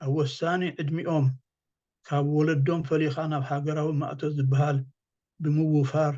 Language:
Tigrinya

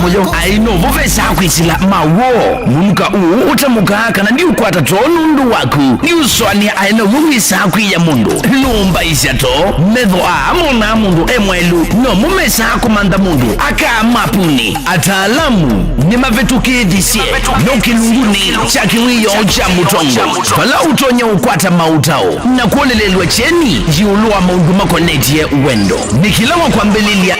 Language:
Kamba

